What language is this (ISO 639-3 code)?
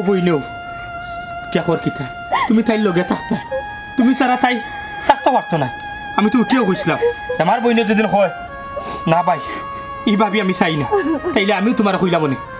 syl